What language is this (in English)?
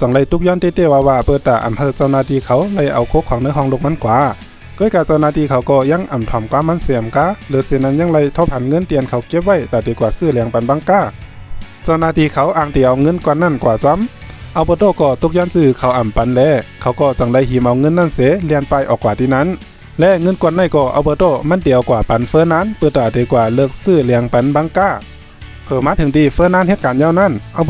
Shan